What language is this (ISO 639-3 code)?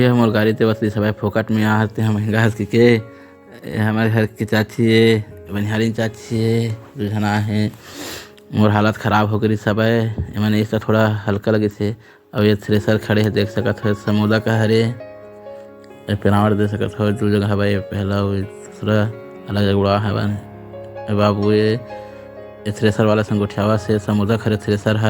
hne